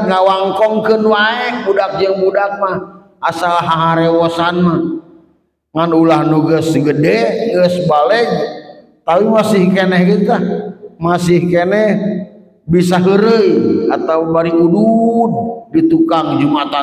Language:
Sundanese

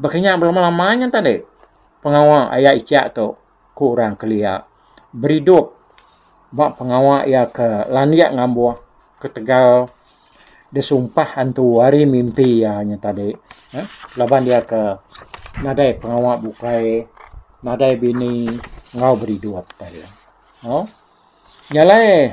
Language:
Iban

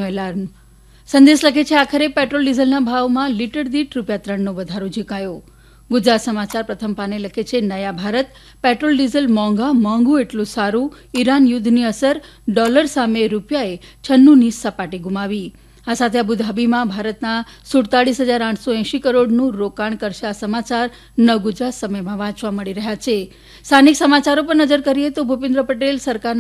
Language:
Gujarati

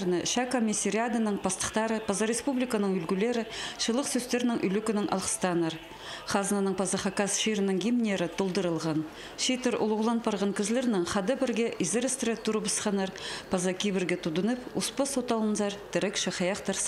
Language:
Khakas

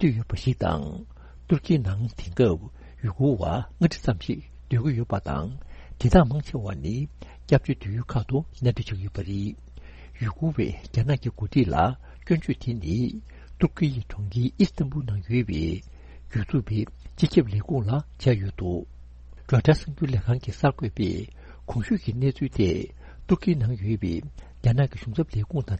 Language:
Tibetan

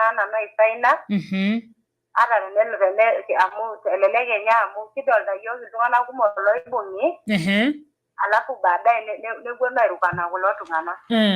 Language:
Masai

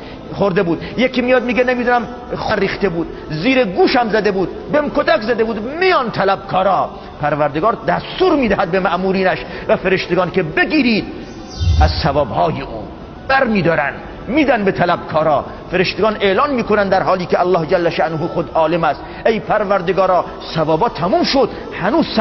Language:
Persian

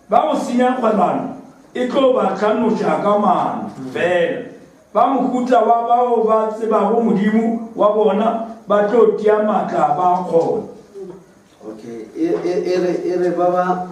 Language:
Northern Sotho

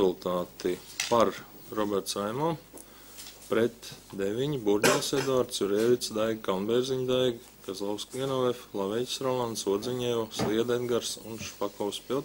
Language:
Latvian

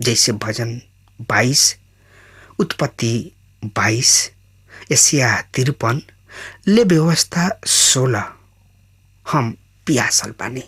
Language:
Bhojpuri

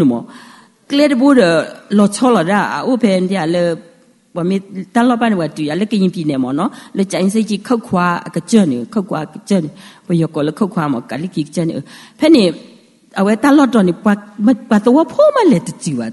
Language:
S'gaw Karen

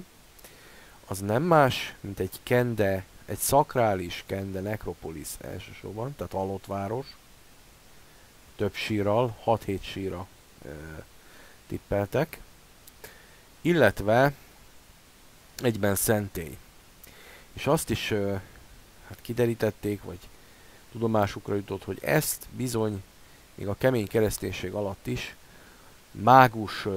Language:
Hungarian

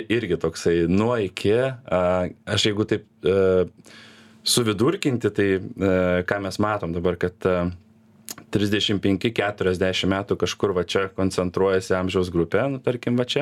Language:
Lithuanian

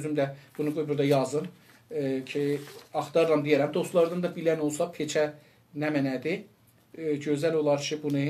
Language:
South Azerbaijani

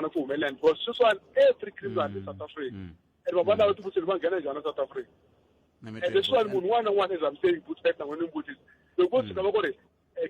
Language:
Tsonga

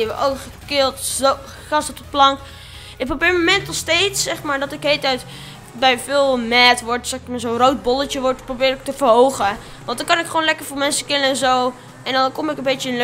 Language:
Dutch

